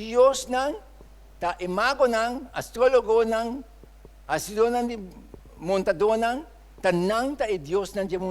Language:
Papiamento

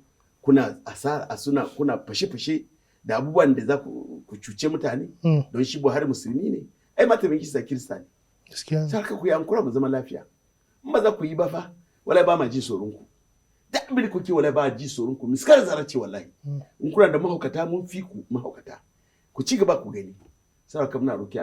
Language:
Hausa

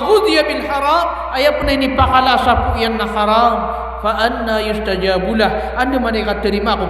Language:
Maranao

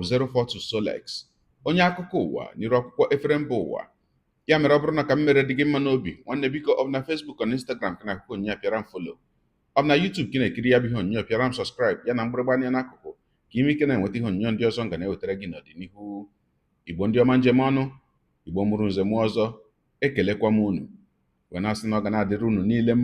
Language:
Igbo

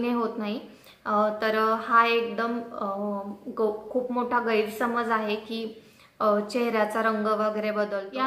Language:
Marathi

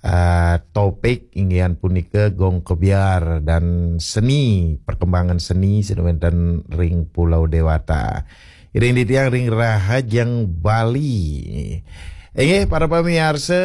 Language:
Balinese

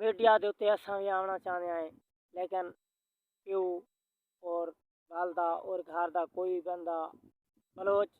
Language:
Saraiki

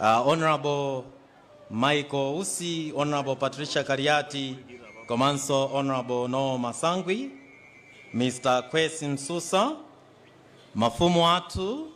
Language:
Nyanja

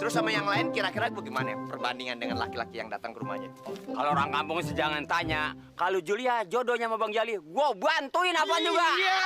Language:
Betawi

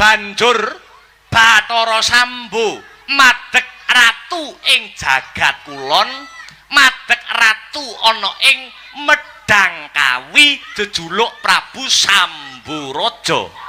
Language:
Javanese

